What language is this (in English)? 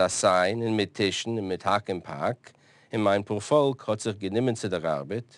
Yiddish